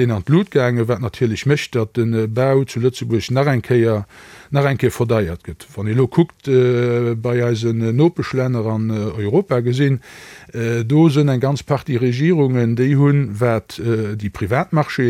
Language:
Luxembourgish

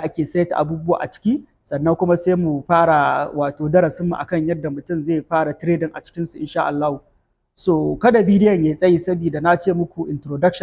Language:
Hausa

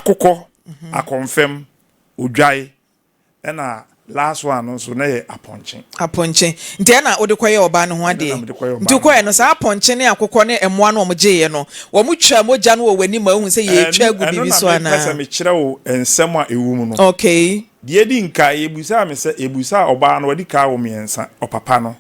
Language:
Akan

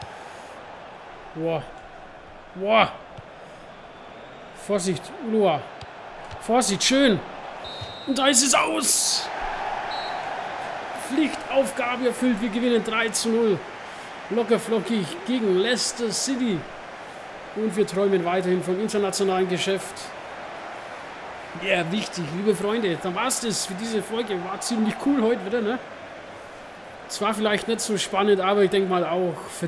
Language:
German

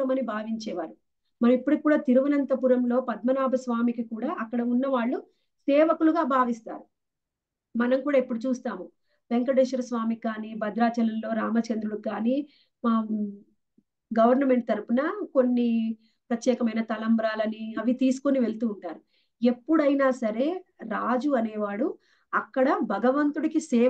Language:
Telugu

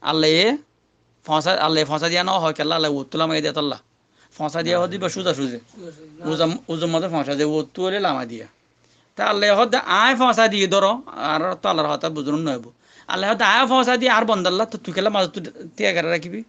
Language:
Rohingya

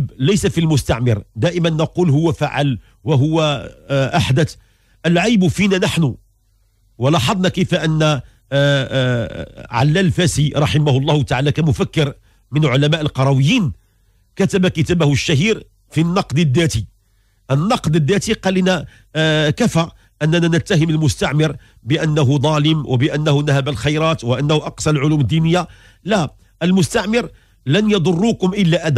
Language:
Moroccan Arabic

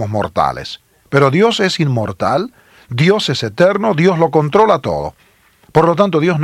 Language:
Spanish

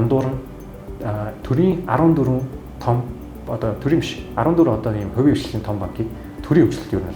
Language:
Mongolian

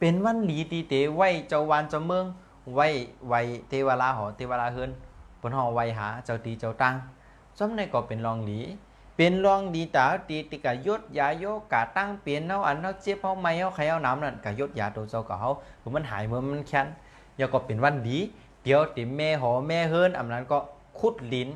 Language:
Shan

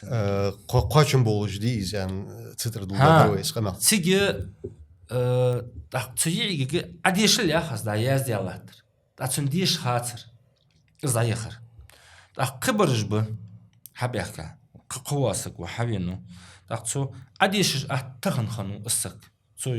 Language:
Ingush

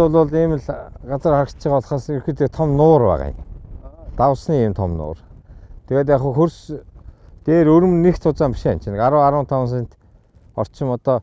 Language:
Mongolian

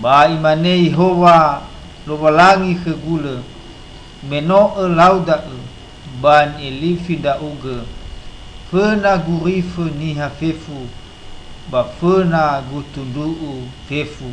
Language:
Nias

